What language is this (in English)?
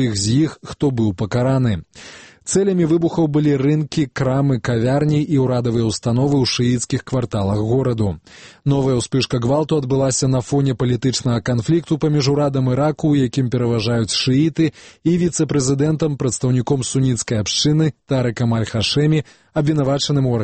Belarusian